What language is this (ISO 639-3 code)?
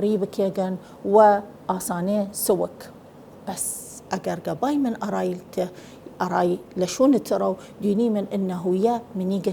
sdh